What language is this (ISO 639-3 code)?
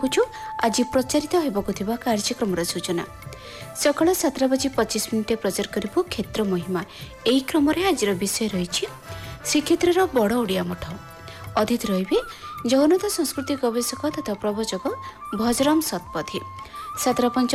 ori